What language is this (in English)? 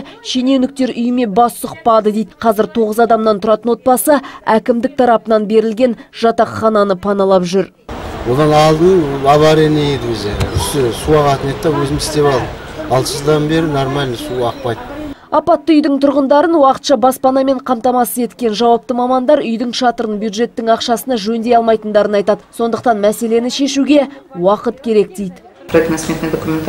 Kazakh